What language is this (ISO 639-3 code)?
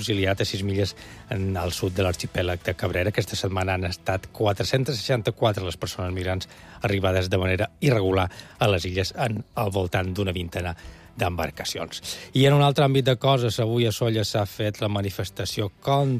cat